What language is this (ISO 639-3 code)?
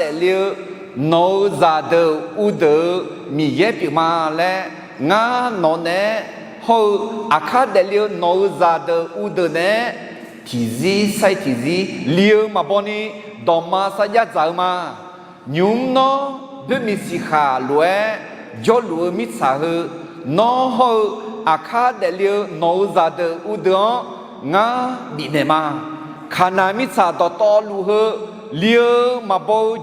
ahk